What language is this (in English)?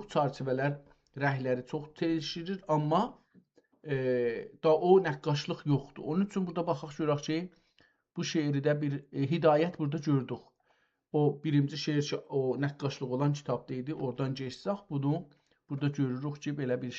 South Azerbaijani